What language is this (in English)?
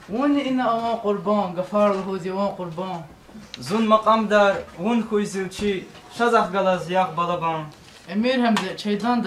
Lezghian